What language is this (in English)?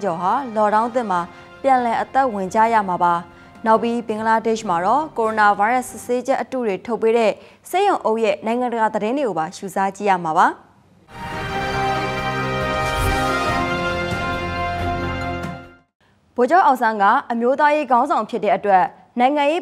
Burmese